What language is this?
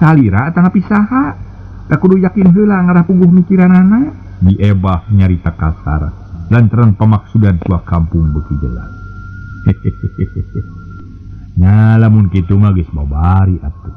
Sundanese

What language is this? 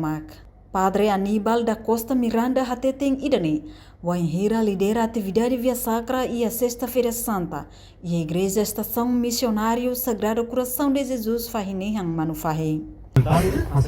Tetum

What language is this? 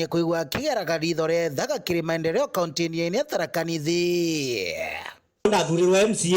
Meru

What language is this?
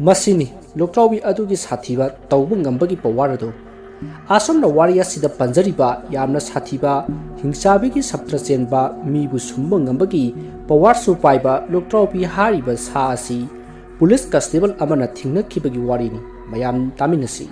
Manipuri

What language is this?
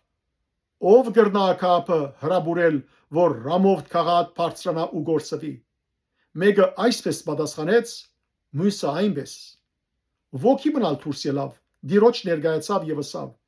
Western Armenian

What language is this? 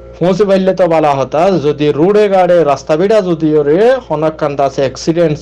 Rohingya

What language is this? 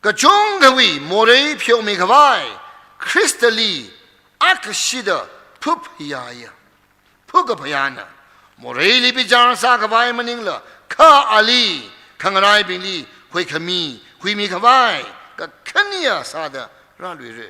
Tangkhul Naga (India)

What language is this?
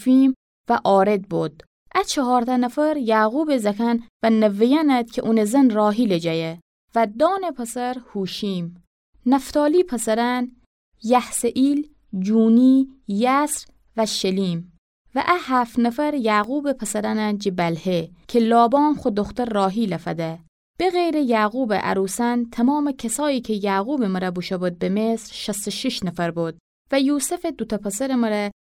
Gilaki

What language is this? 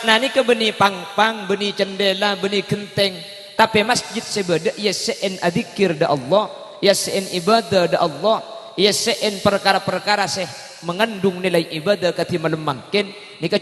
Madurese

